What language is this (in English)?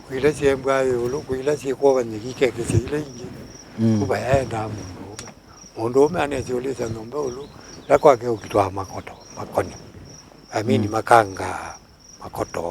Kamba